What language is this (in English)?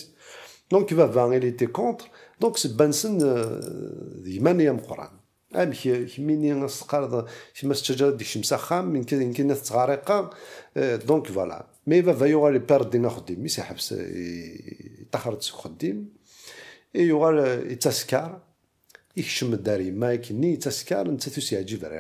Kabyle